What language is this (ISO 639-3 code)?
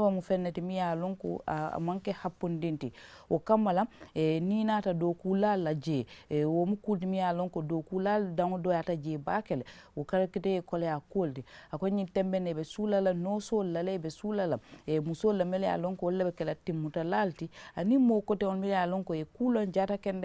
man